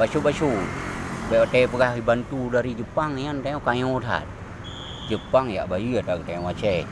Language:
Achinese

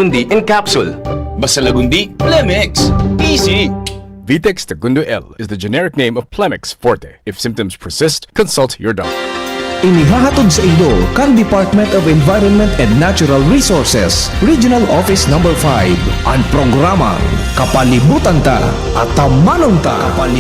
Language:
Bikol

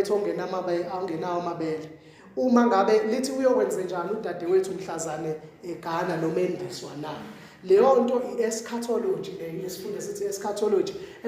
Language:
Zulu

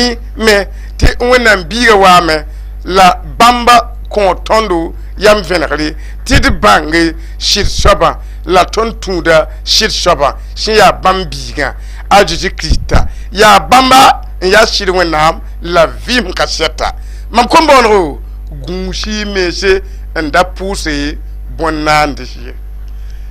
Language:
Mossi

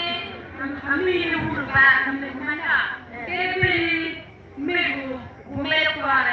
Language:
Acoli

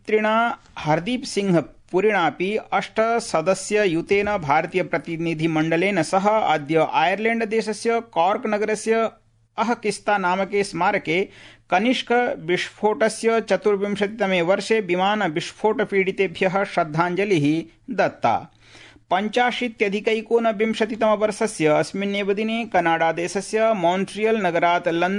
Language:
Sanskrit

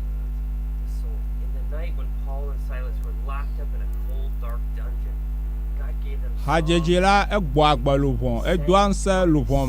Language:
Ewe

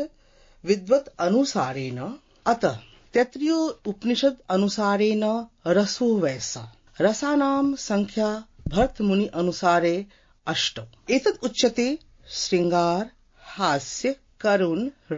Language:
Sanskrit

